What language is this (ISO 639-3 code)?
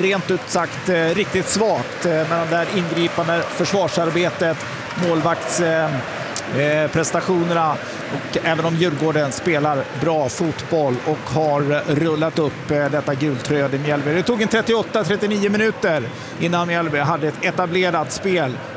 swe